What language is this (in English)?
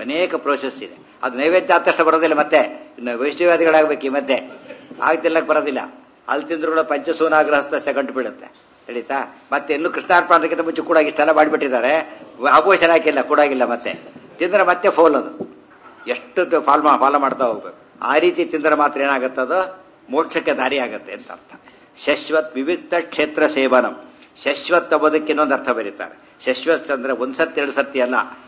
Kannada